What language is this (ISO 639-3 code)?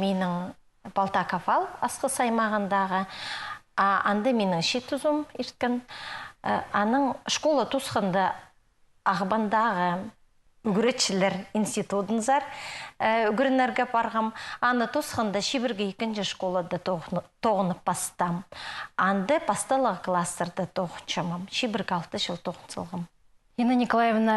kjh